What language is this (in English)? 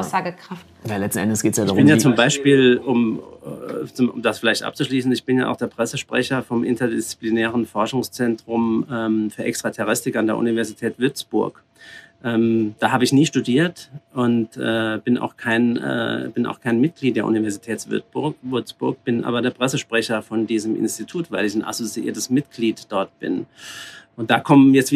German